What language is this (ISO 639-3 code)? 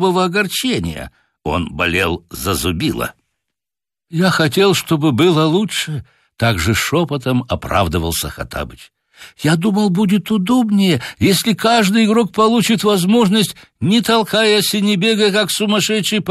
rus